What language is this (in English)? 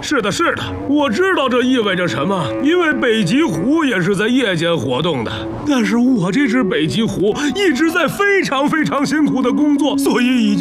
Chinese